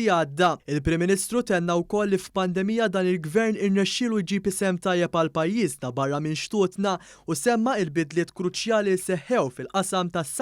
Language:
Maltese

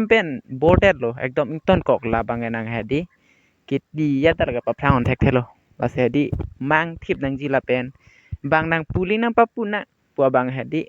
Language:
Karbi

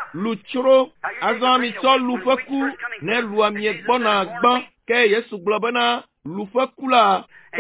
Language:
Ewe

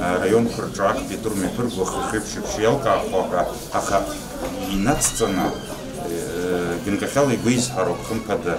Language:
Abkhazian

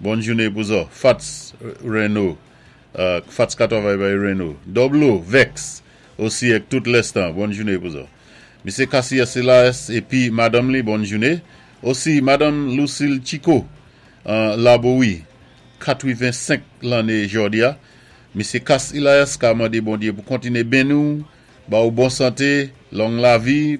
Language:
Saint Lucian Creole French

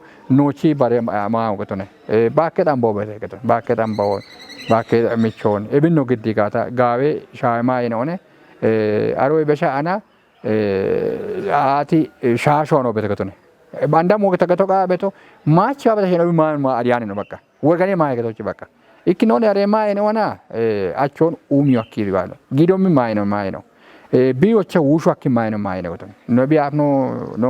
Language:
Kafa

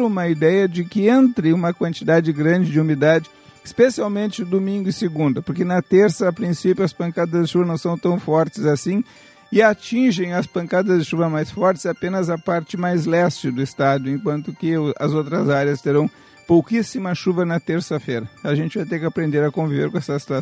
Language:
Portuguese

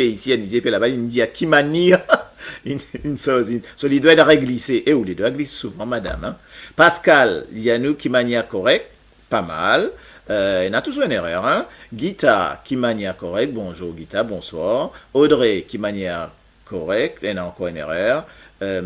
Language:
Morisyen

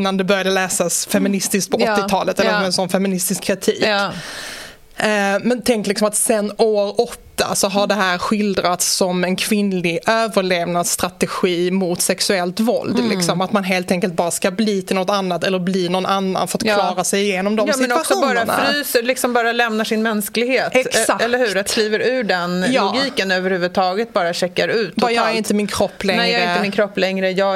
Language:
Swedish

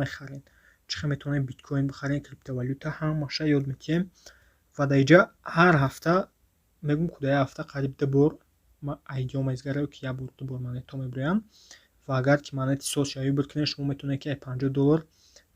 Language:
Tajik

